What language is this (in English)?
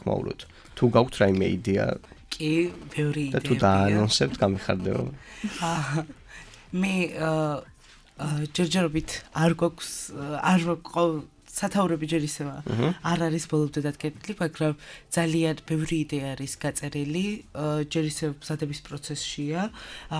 Georgian